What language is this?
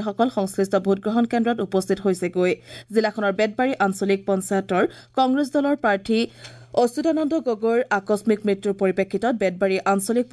Assamese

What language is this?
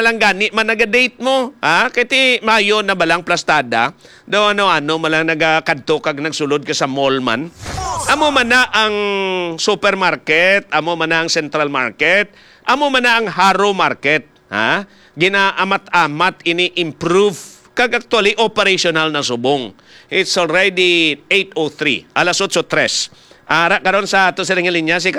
Hiligaynon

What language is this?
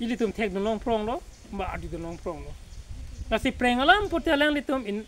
Karbi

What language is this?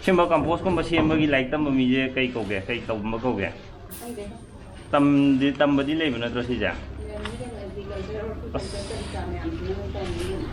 Manipuri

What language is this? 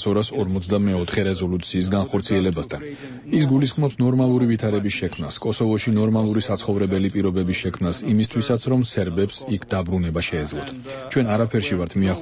Georgian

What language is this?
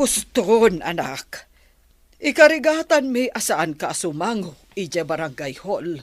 Iloko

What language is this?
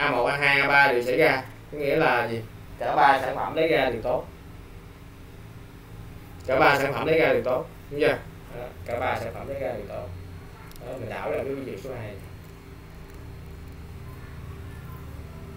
Vietnamese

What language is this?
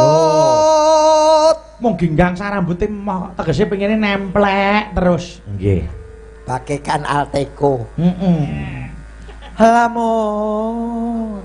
Javanese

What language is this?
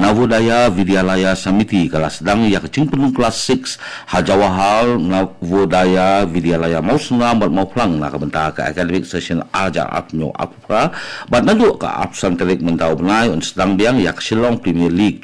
Khasi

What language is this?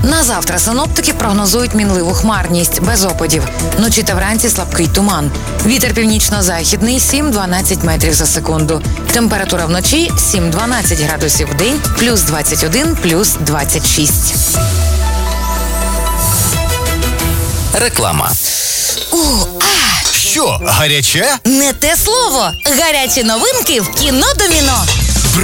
Ukrainian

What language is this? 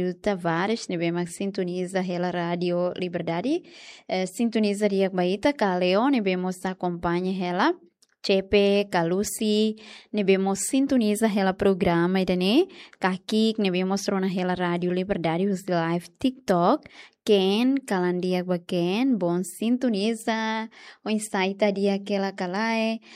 Tetum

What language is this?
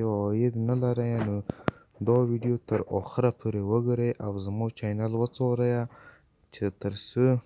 Pashto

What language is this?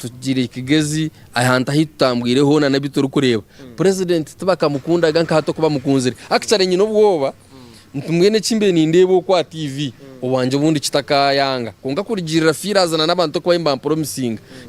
Nyankole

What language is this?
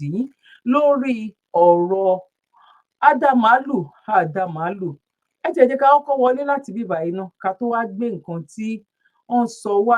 Yoruba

